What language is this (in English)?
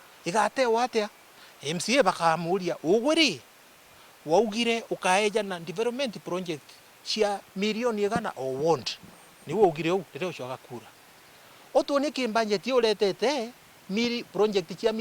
Meru